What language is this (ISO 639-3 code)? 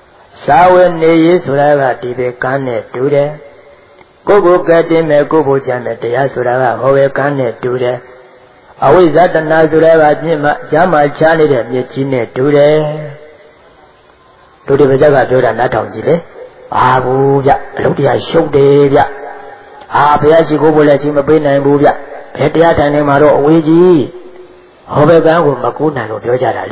mya